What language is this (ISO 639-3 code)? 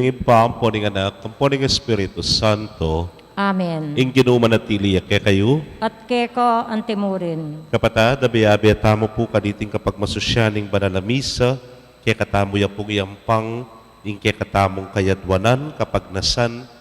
pam